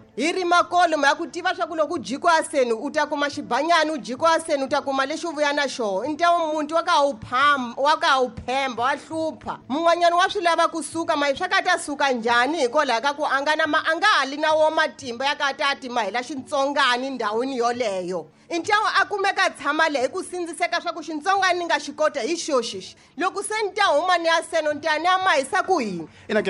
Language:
Tsonga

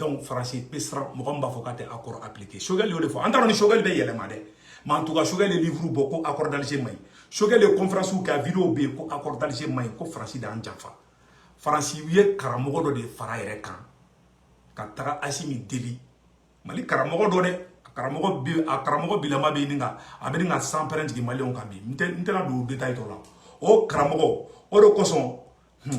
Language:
Bambara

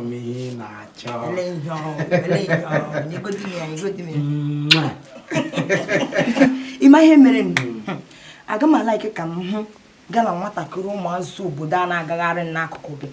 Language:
Igbo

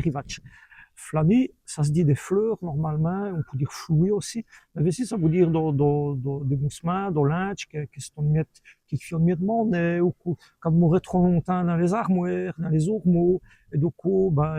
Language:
Walloon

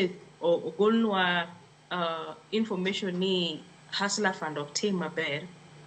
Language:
Luo (Kenya and Tanzania)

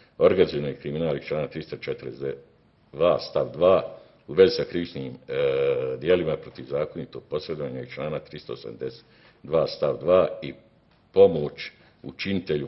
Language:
Bosnian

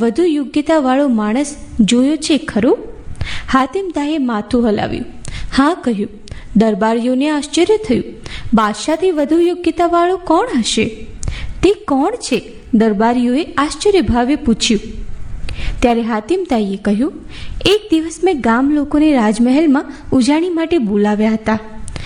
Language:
Gujarati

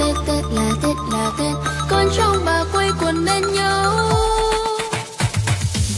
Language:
Vietnamese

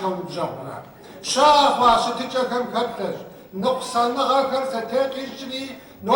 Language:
Kabardian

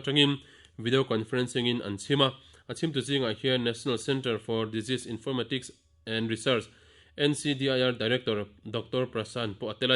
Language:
Mizo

